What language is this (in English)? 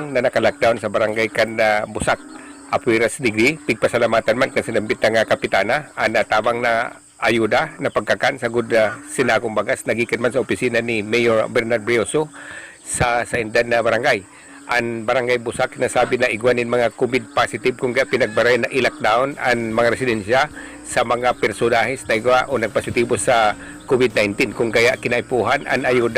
Bikol